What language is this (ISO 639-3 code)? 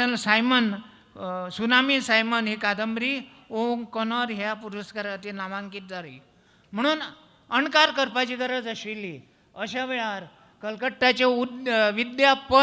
kok